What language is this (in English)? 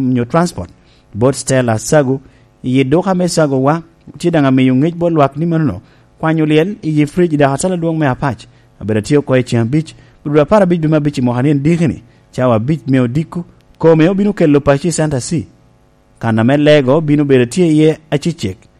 Lango (Uganda)